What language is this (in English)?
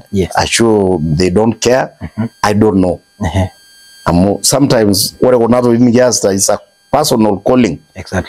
Masai